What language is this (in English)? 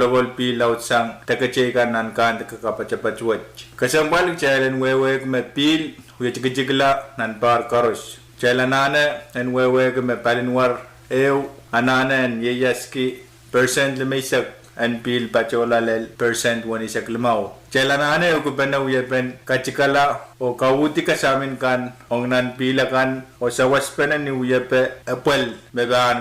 Pohnpeian